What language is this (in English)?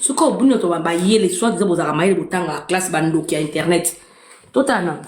Lingala